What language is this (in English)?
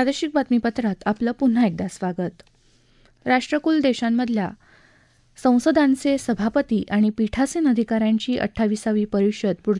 Marathi